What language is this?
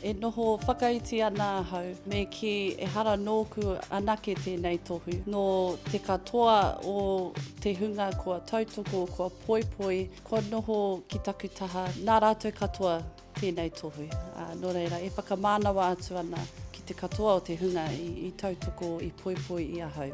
Māori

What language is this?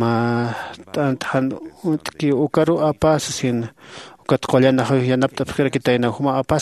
Aymara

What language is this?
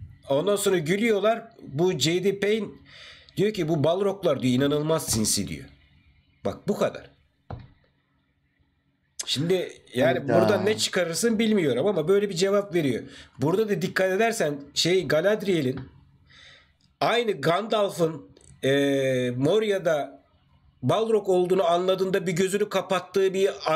Turkish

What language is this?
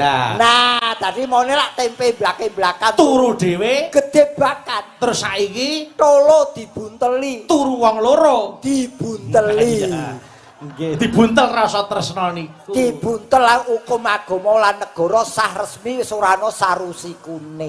Javanese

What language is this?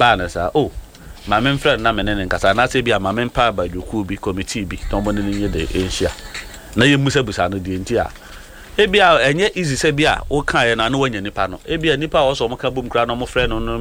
Akan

